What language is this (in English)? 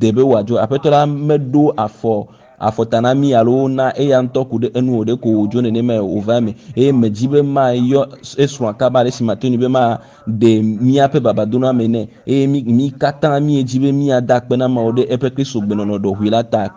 Ewe